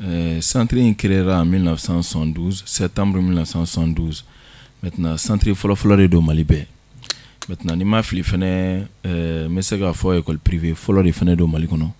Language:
Bambara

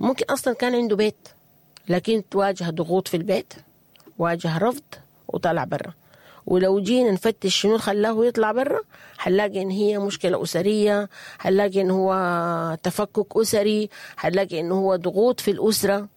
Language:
Sudanese Arabic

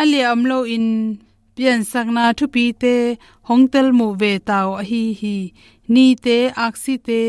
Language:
Tedim Chin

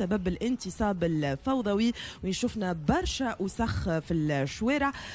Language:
Tunisian Arabic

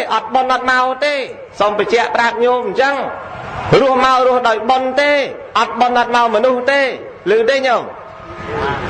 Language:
Khmer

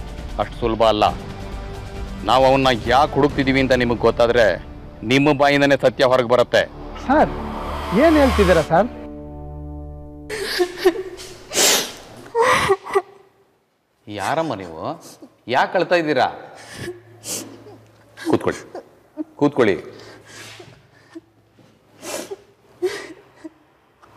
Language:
Kannada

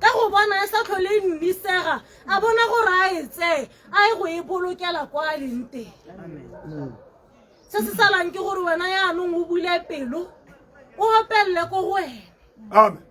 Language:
Tswana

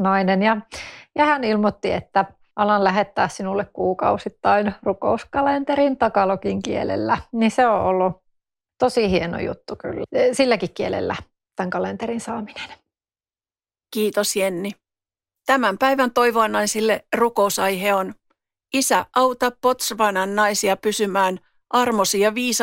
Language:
Finnish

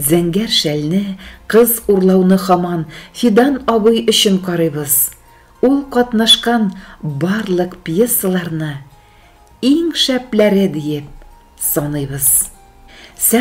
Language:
Tatar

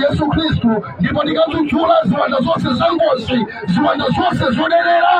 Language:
Nyanja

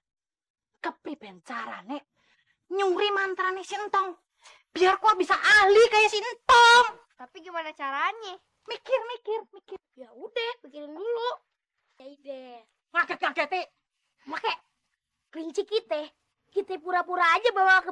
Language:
Betawi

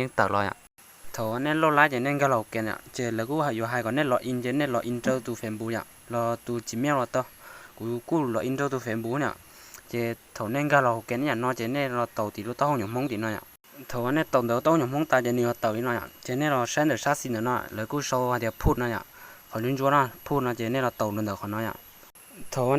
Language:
Hmong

